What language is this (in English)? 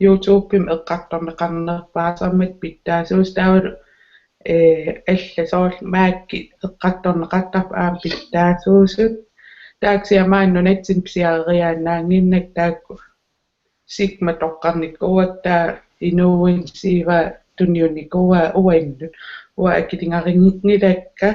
Kalaallisut